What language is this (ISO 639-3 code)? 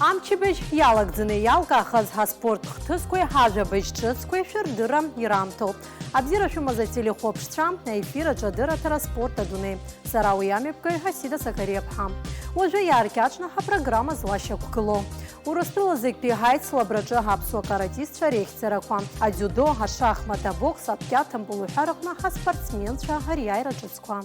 abk